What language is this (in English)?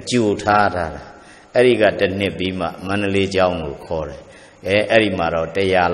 Burmese